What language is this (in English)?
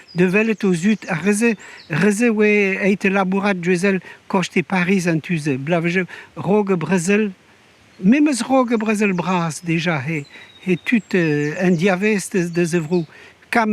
Breton